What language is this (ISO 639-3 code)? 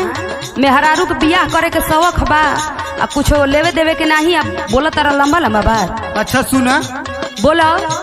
bho